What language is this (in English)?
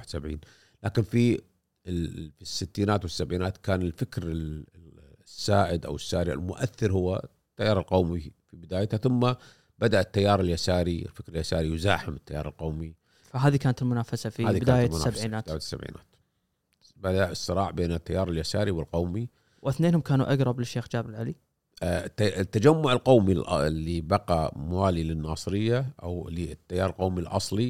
Gulf Arabic